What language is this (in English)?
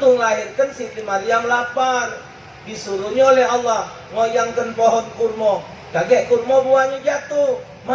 Musi